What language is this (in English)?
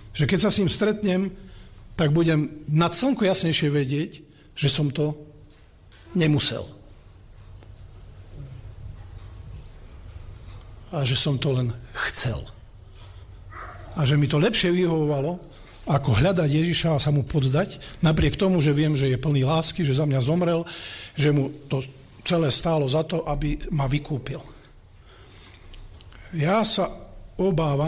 Slovak